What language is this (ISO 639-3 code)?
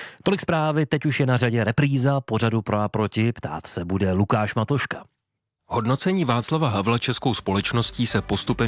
ces